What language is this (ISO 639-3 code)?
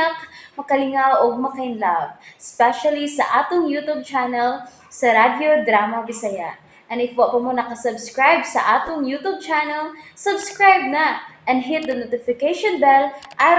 ceb